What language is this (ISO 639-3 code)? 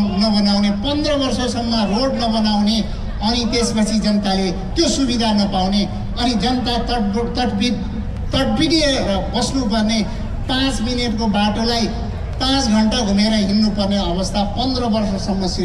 nep